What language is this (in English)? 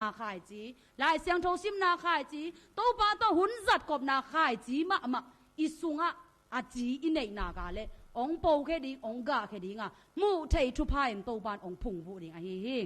Tedim Chin